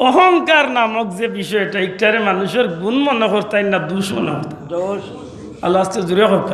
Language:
Sylheti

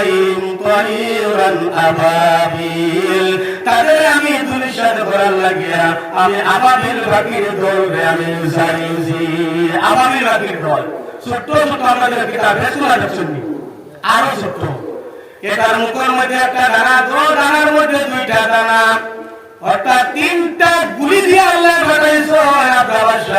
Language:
Sylheti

